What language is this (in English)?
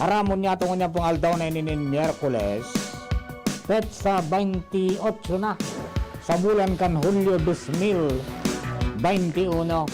Bikol